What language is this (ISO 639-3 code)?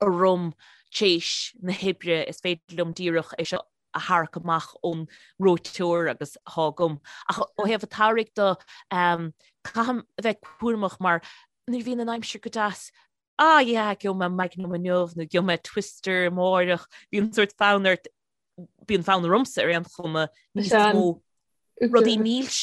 gle